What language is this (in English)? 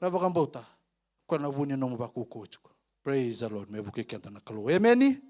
Fijian